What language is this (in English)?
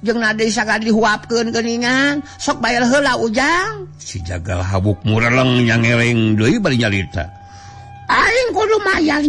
Sundanese